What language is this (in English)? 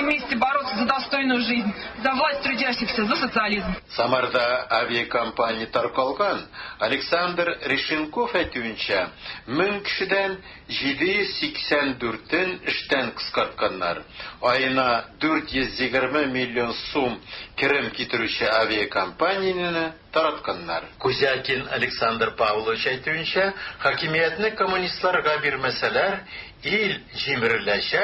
Tatar